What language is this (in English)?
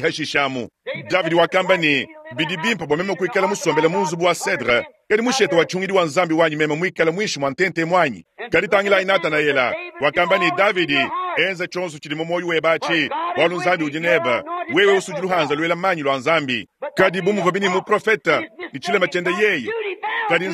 Luba-Lulua